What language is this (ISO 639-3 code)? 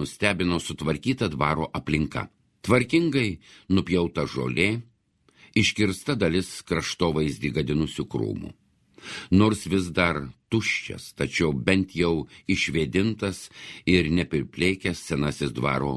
lit